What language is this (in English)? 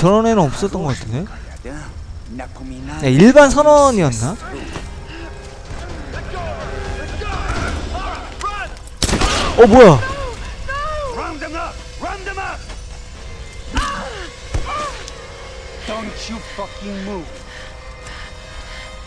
Korean